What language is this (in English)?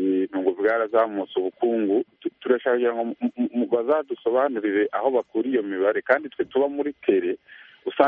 Kinyarwanda